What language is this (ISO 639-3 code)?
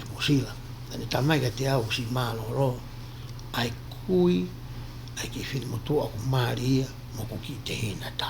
ton